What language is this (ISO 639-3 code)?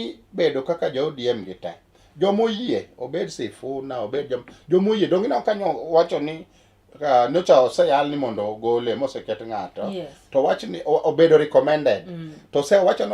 luo